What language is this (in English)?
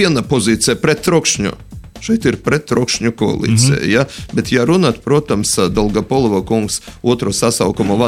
Latvian